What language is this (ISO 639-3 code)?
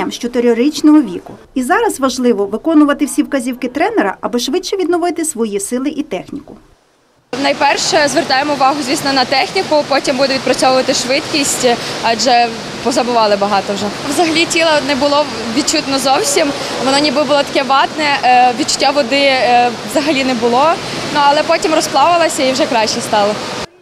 ukr